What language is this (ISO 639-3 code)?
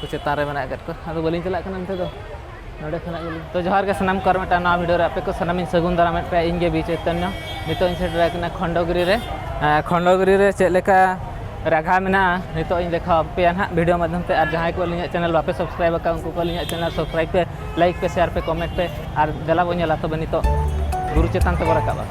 sat